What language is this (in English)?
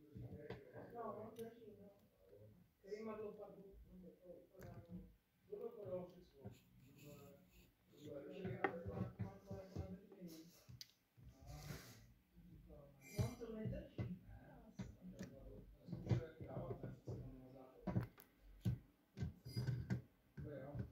Czech